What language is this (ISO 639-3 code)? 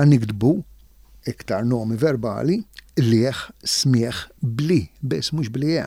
mlt